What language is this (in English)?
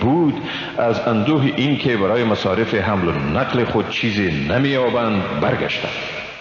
Persian